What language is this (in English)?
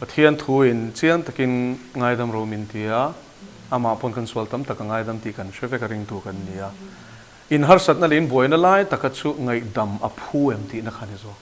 Mizo